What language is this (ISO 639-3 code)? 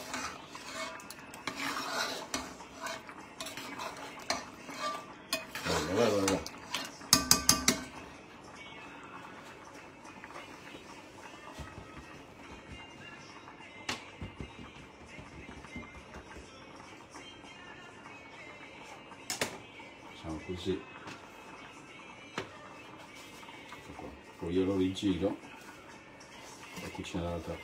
ita